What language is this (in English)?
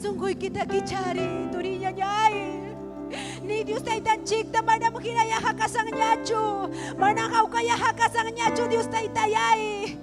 Ayacucho Quechua